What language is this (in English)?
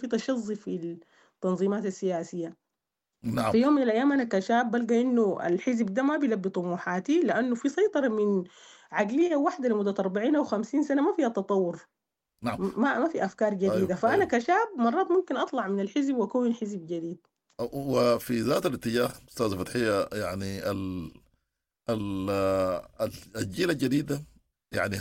Sudanese Arabic